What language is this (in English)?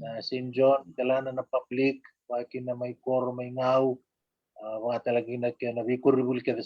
Fijian